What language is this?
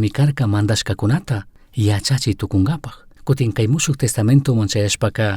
Chimborazo Highland Quichua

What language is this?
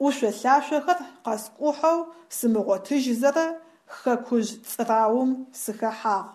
Adyghe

